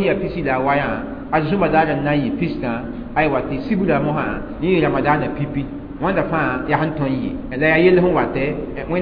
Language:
Mossi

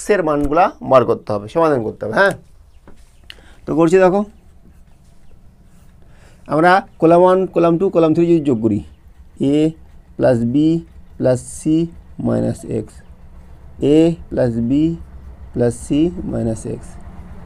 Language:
Bangla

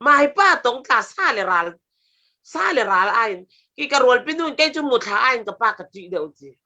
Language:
Falam Chin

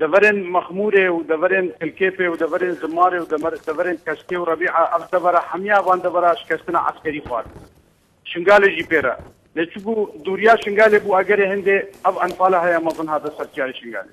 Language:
Kurdish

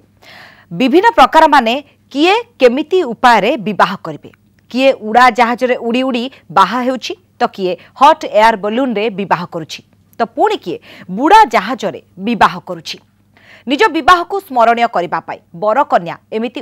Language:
Odia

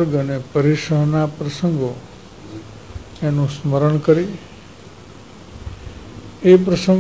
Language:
Gujarati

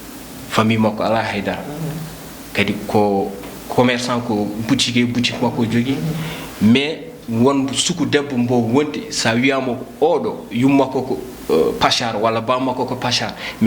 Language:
Fula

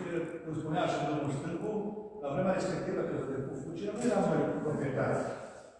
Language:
Romanian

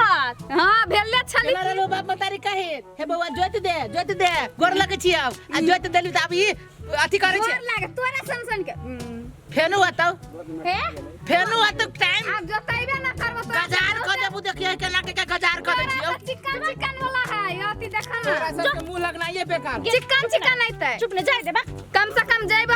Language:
Maithili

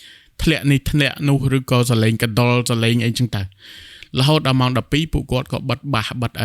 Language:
Khmer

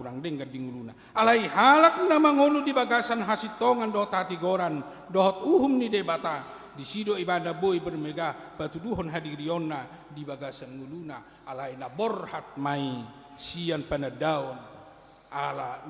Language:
Batak Toba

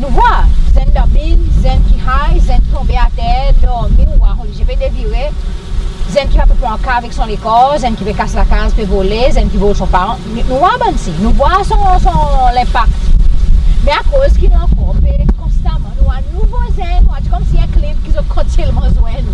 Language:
Seselwa Creole French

